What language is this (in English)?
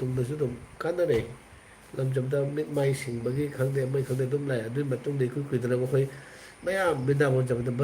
Manipuri